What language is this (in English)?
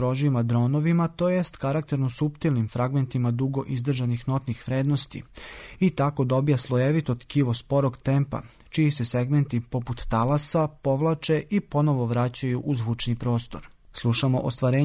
Serbian